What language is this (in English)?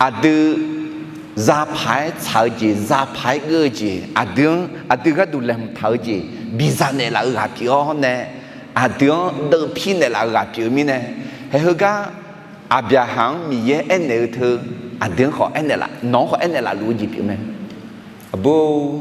Akha